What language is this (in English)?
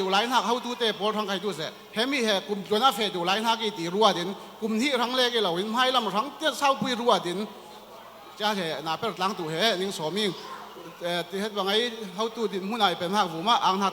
Falam Chin